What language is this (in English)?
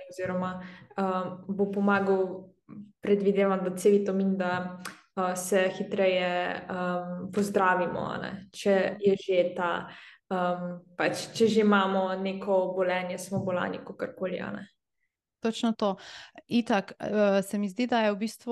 Slovenian